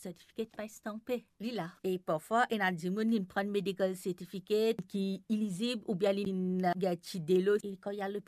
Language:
Morisyen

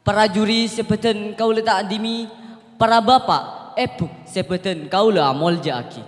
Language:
Madurese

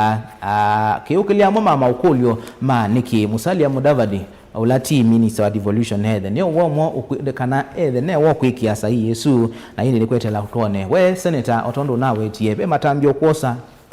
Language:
Kamba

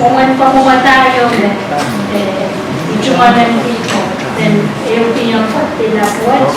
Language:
Pohnpeian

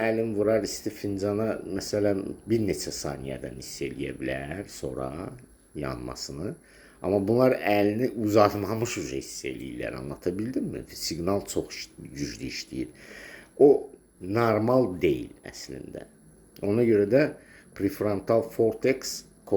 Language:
Azerbaijani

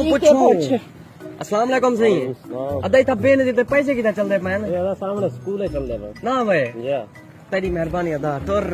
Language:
Saraiki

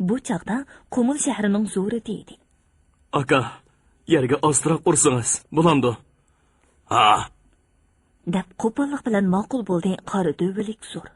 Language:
Uyghur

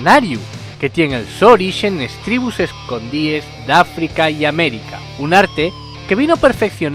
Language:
Asturian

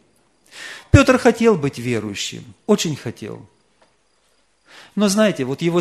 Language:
Russian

